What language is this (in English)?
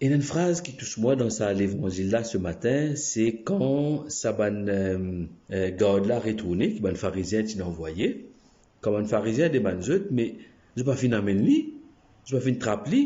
Morisyen